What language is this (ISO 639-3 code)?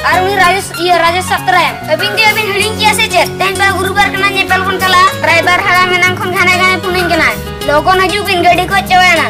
sat